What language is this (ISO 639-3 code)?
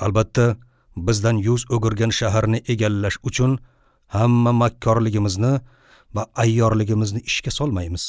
uzb